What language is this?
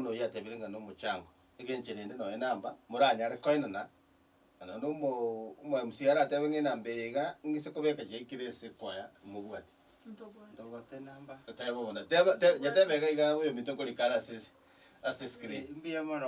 Gusii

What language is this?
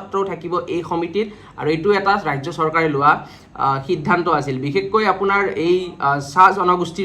Assamese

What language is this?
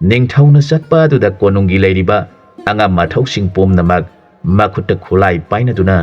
Manipuri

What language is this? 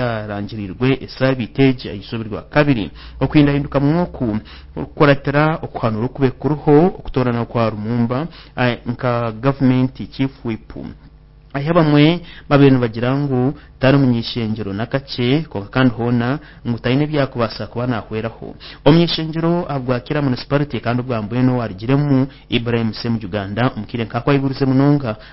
Nyoro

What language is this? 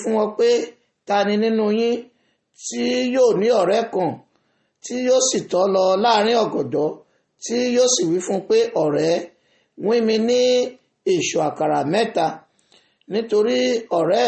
Yoruba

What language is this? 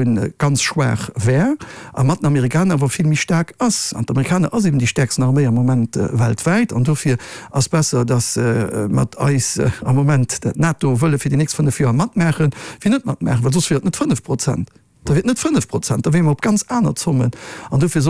Luxembourgish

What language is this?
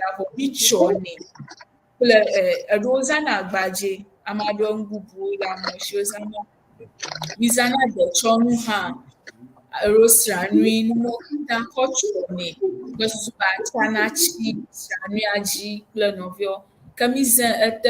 Ewe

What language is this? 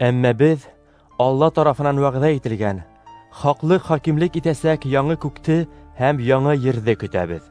Bashkir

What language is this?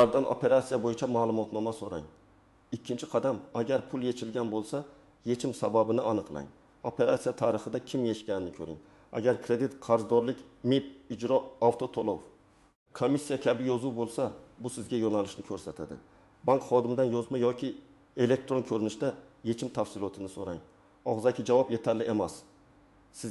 Uzbek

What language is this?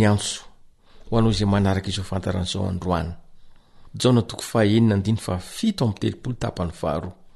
Malagasy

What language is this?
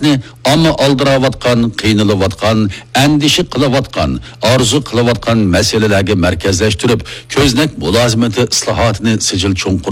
Uyghur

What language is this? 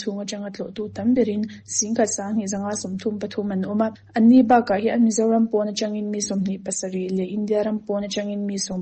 Mizo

